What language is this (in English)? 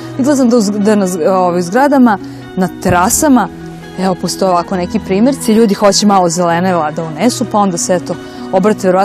Serbian